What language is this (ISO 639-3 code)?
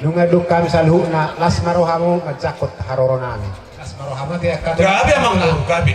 bbc